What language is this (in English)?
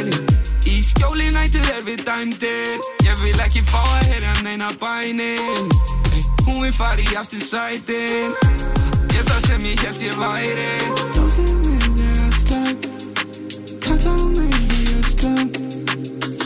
Icelandic